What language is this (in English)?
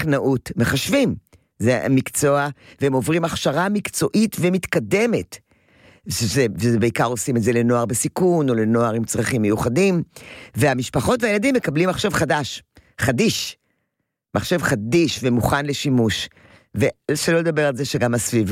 Hebrew